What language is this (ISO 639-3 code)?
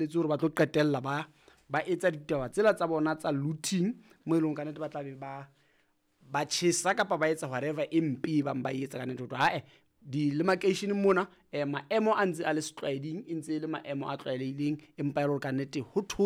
sot